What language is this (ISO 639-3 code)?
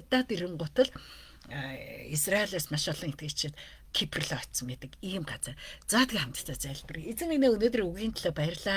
mon